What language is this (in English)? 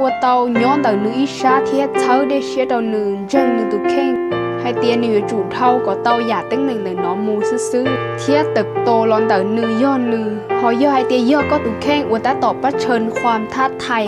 Hmong